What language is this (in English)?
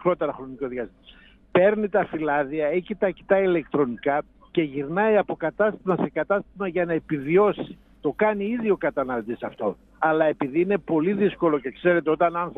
Greek